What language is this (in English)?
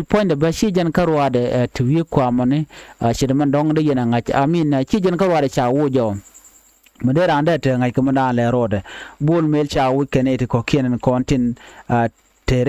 Nuer